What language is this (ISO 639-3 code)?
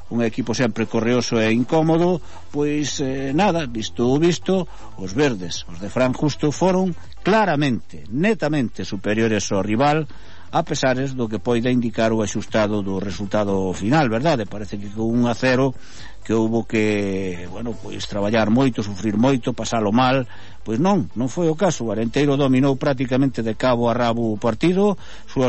glg